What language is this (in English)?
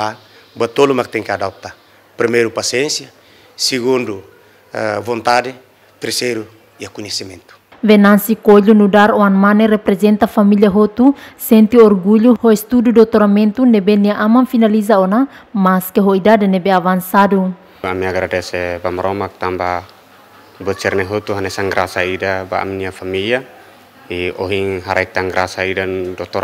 Tetum